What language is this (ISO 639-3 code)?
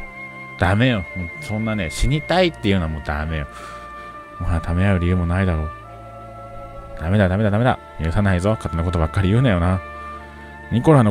jpn